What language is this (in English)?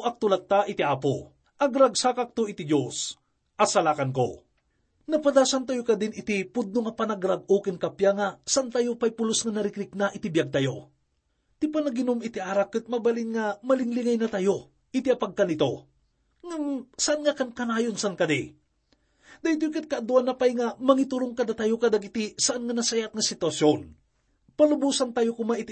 Iloko